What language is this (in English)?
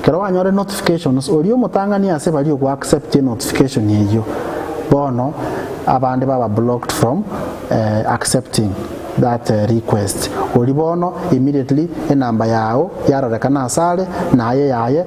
Gusii